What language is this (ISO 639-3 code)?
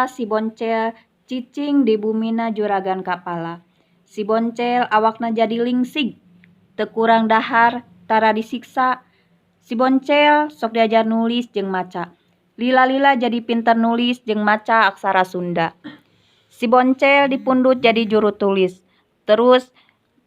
sun